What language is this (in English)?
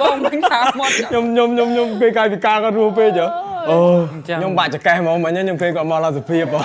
Khmer